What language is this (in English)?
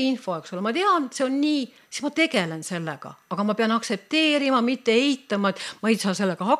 Estonian